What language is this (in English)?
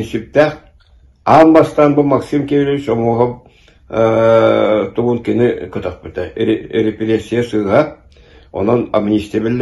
Yakut